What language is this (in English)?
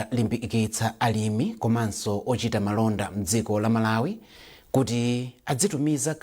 Nyanja